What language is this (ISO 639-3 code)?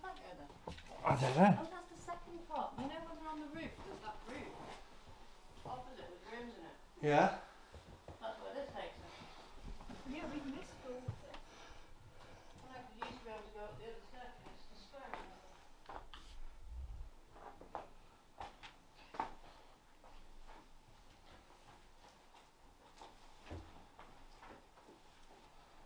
eng